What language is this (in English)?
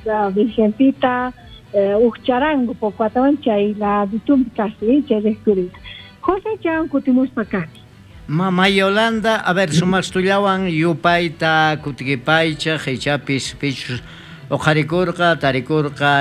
South Bolivian Quechua